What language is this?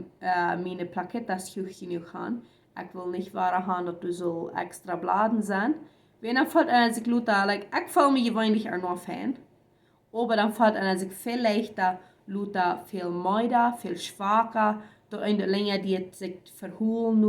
Plautdietsch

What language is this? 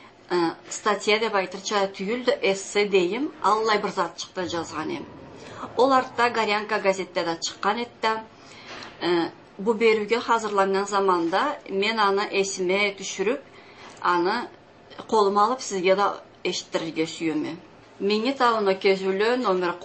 Karachay-Balkar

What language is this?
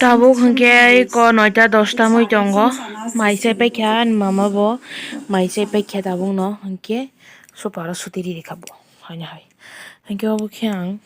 Kok Borok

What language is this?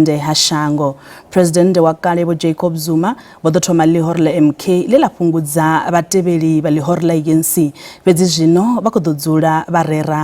Venda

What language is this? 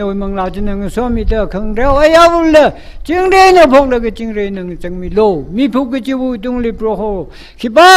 Tangkhul Naga (India)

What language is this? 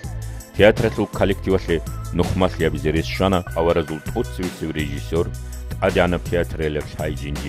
Avaric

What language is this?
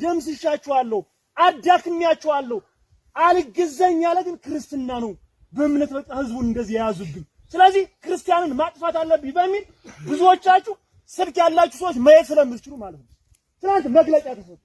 Amharic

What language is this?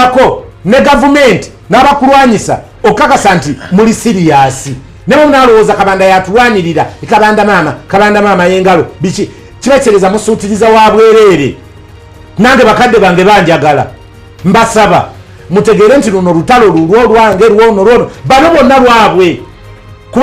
Ganda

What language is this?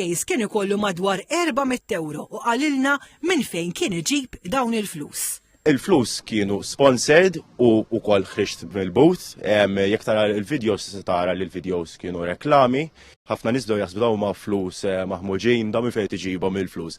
Maltese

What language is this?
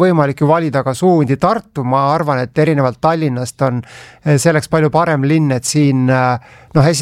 Estonian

